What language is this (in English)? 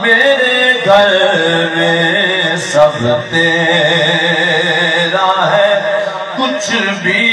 Saraiki